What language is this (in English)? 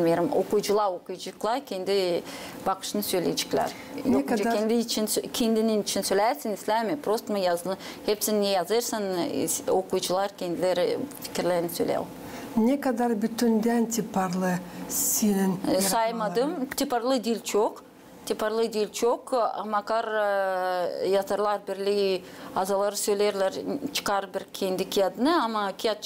Gagauz